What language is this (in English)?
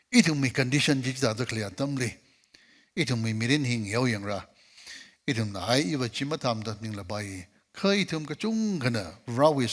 Tangkhul Naga (India)